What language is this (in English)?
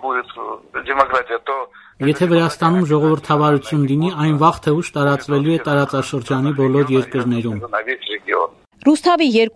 Armenian